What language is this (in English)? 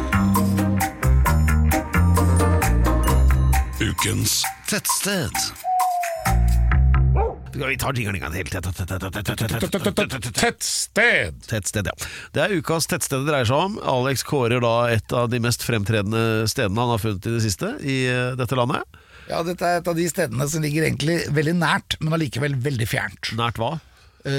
Norwegian